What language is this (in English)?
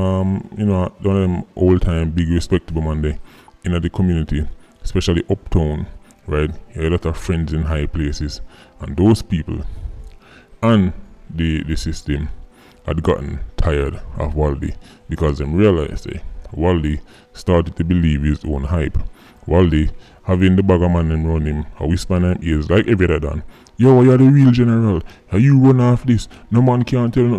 Jamaican Creole English